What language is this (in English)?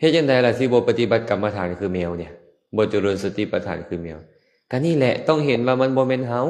Lao